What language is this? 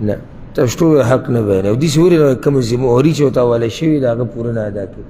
Pashto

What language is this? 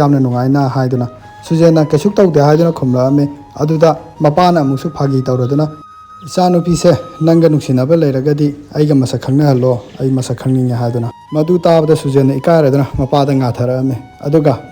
Manipuri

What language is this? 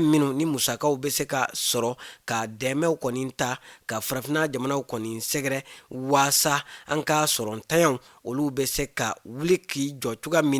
Bambara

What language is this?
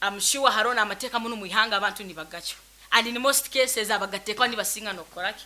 Nyankole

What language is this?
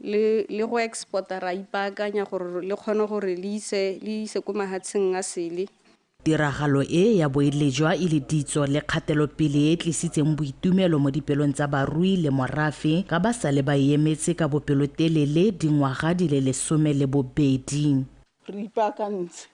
Tswana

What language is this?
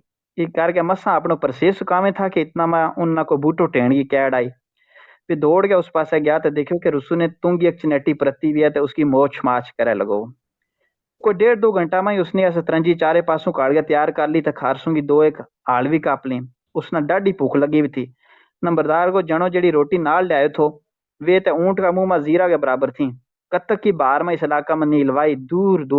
Gujari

